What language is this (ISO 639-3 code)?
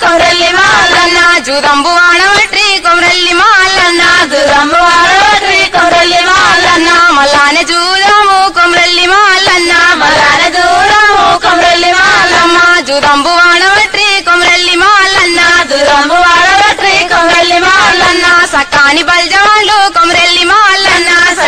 tel